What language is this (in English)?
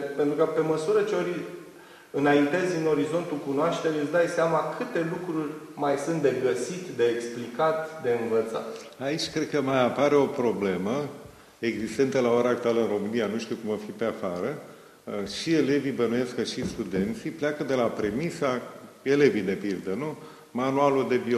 Romanian